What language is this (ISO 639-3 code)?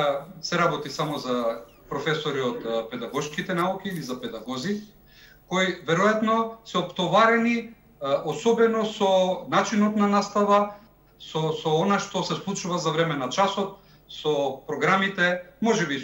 mkd